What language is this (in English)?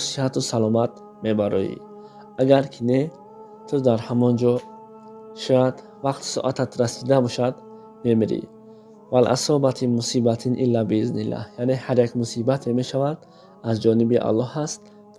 Tajik